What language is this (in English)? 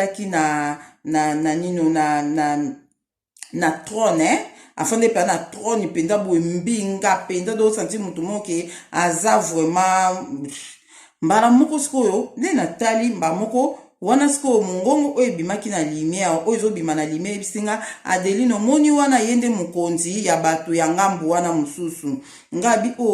Lingala